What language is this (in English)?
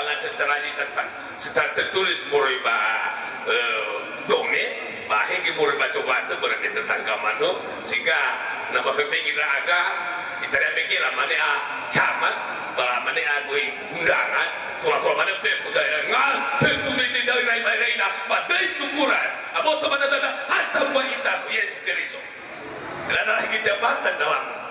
Nias